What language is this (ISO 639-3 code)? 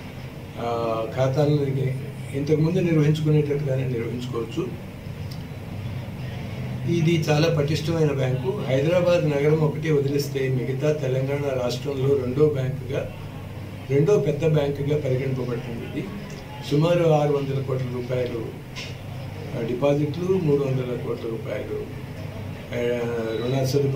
tel